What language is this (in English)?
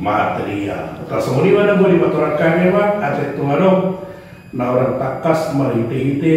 Batak Toba